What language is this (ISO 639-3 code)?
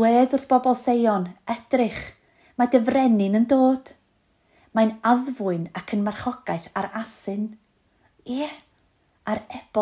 cym